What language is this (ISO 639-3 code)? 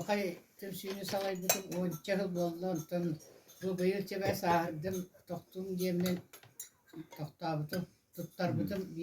sah